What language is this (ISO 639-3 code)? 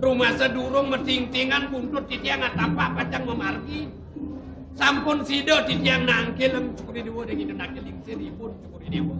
ban